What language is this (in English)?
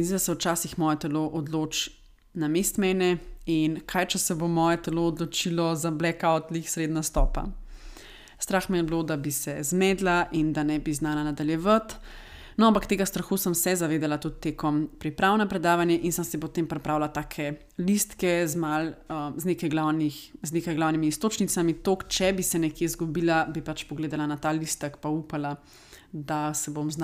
Slovenian